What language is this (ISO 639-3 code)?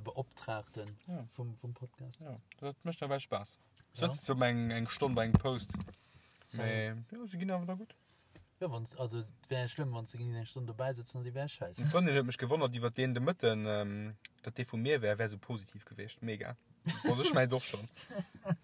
ltz